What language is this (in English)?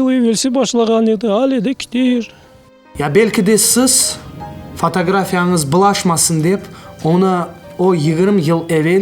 Crimean Tatar